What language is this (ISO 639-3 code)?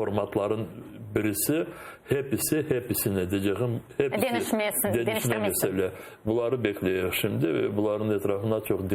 crh